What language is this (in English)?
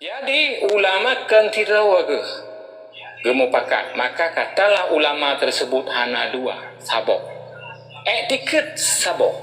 Achinese